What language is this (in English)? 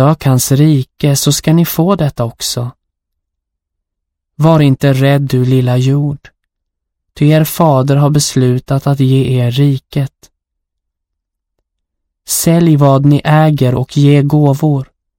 Swedish